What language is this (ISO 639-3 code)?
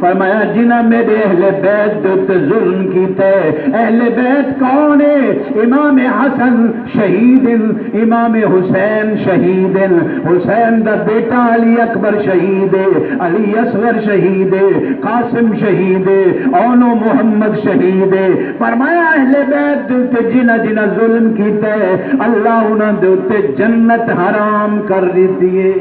skr